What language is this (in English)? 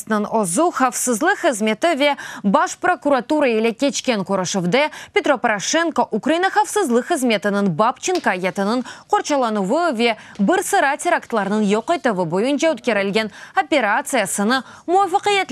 Crimean Tatar